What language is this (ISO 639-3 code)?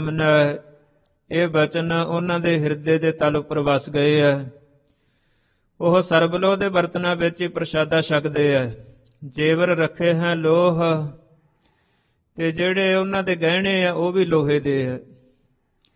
pan